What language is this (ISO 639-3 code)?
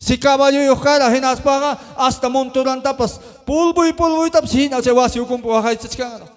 quy